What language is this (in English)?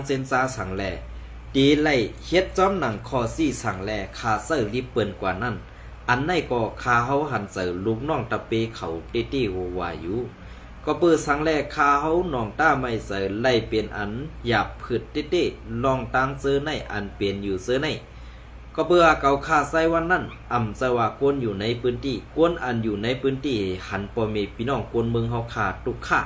Shan